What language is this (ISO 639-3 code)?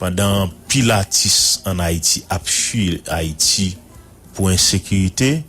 hat